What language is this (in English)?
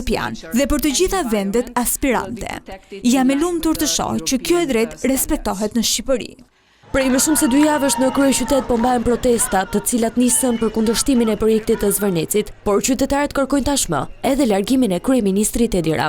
Albanian